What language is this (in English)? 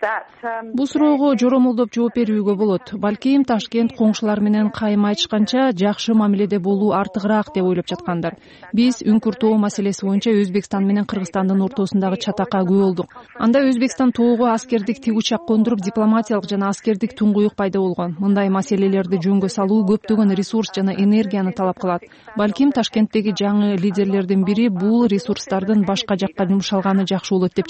Kyrgyz